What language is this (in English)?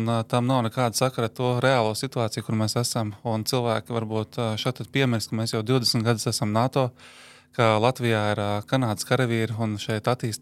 Latvian